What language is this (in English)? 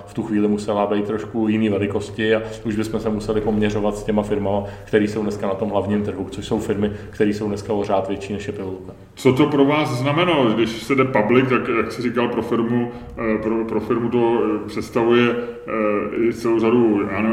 Czech